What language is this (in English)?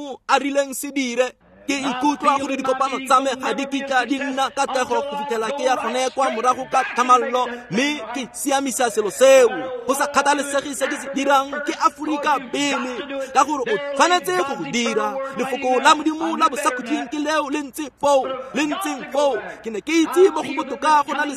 Tswana